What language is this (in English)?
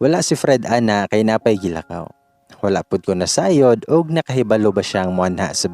Cebuano